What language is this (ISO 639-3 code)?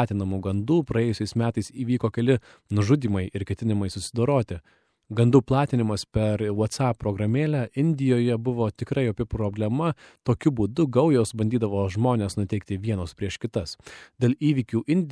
lit